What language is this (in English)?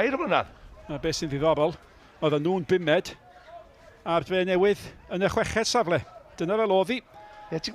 Welsh